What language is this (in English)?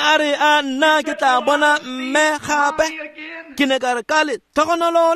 Tswana